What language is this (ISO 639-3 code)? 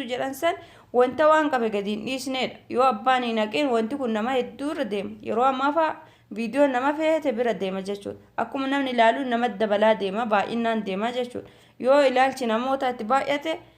orm